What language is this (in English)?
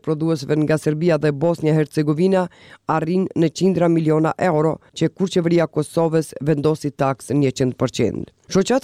Albanian